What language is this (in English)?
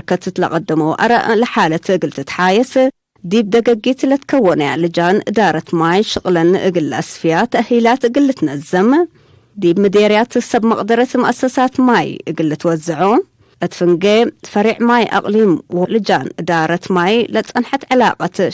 Tigre